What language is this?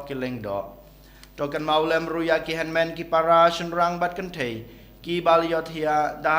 Khasi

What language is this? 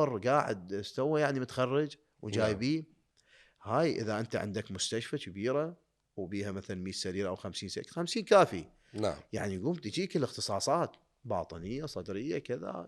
Mesopotamian Arabic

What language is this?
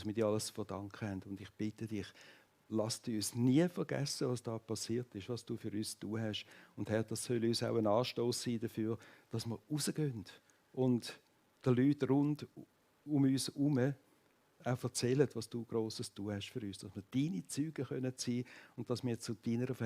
Swiss German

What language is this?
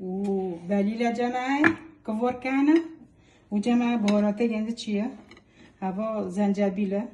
Kurdish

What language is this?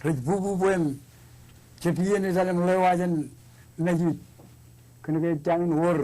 Marshallese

